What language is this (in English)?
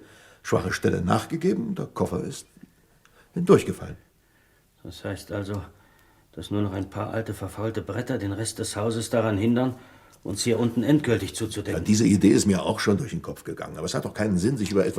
Swiss German